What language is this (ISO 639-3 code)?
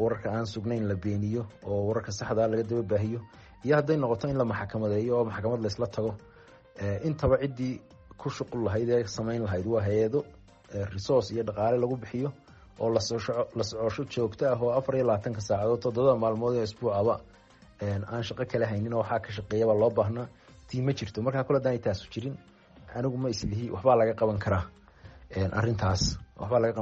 som